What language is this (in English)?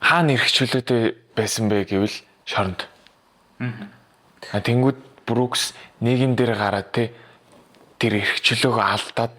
Mongolian